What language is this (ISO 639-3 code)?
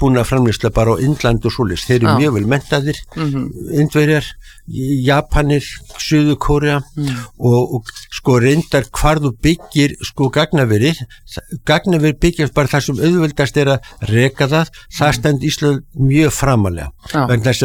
isl